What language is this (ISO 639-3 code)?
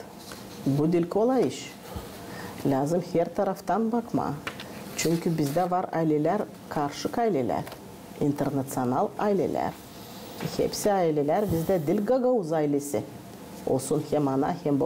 gag